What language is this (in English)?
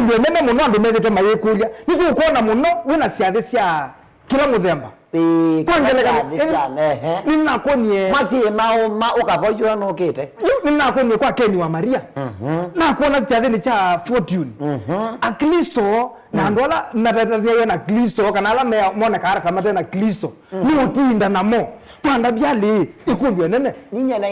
Kamba